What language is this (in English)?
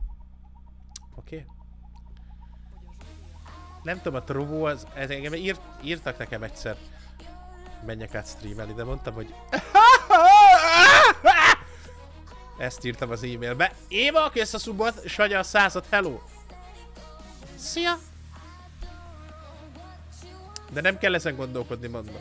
Hungarian